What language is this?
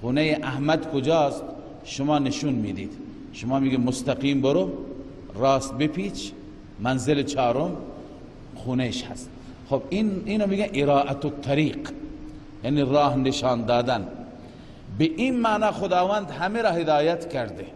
Persian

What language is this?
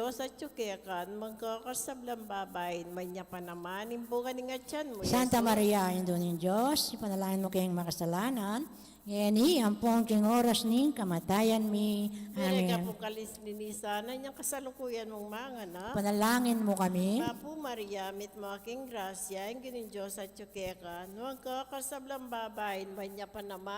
Pampanga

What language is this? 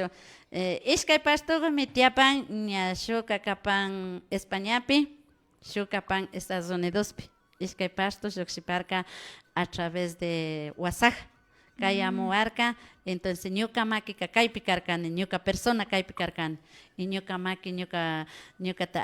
Imbabura Highland Quichua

